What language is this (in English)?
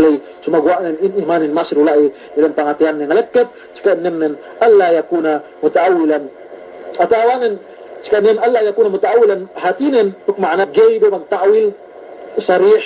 Yakan